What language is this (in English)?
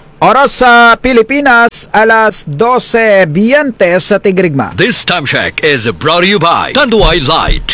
Filipino